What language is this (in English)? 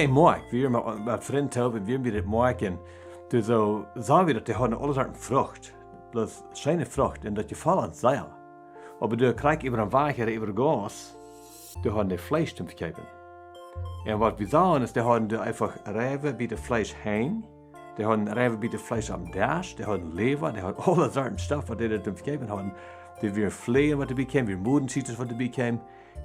Plautdietsch